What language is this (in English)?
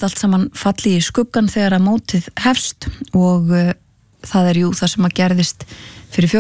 Icelandic